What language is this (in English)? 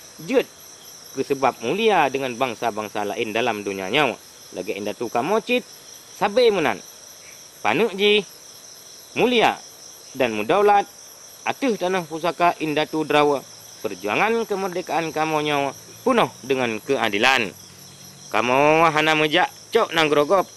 Achinese